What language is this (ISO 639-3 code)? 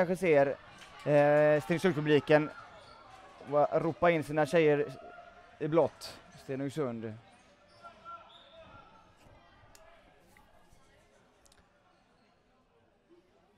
swe